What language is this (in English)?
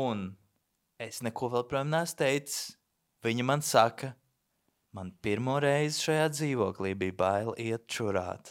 Latvian